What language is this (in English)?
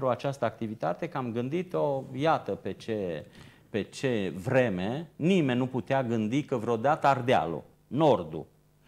Romanian